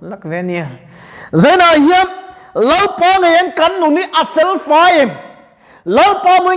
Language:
Mizo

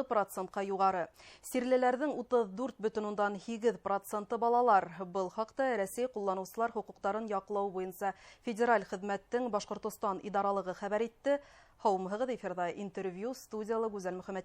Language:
Bashkir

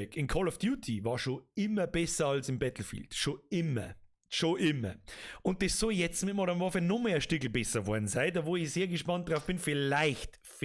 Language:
Bavarian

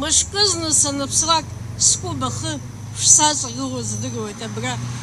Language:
Abkhazian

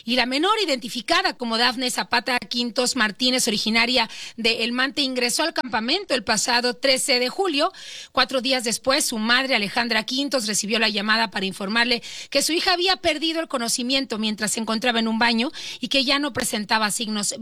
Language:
Spanish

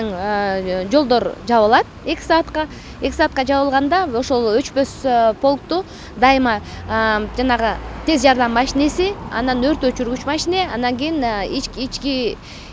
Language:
Kyrgyz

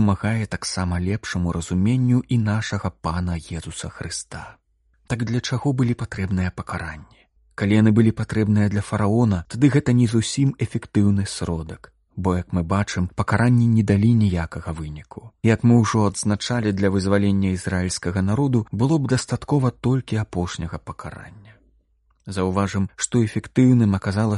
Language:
Belarusian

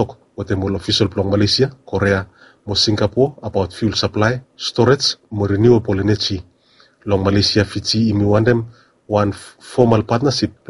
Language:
Bislama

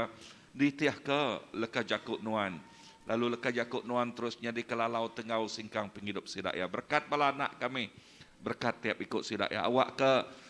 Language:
Iban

